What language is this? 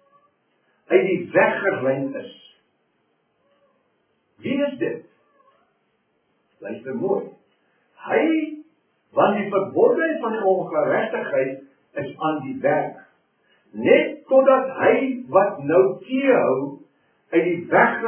Afrikaans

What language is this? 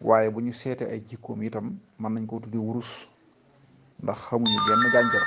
Wolof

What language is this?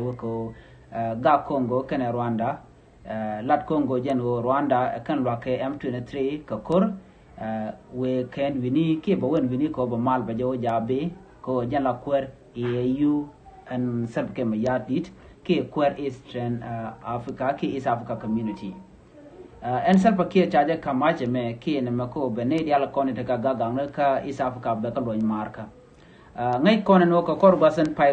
Nuer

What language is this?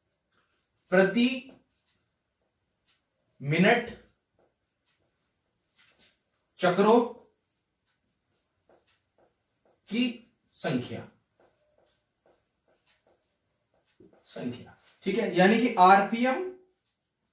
Hindi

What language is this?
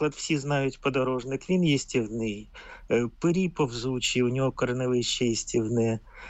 Ukrainian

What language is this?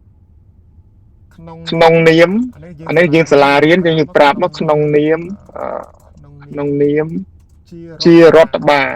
Khmer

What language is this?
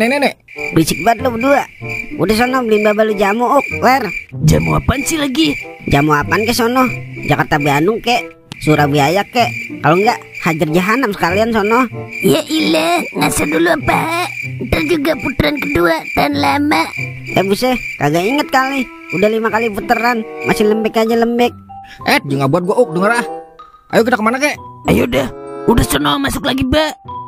Betawi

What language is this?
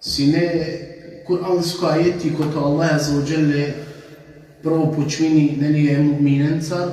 Balkan Romani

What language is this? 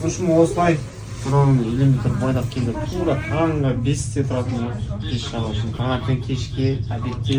Kazakh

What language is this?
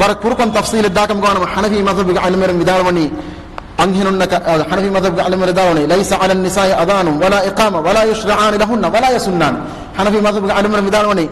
Divehi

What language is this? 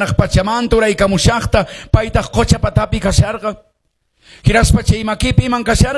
Quechua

